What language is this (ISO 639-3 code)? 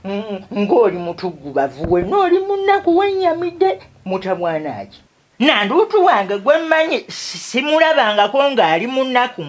lug